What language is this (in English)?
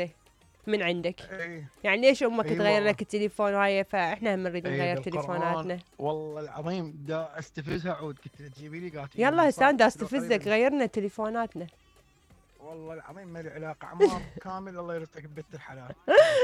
Mesopotamian Arabic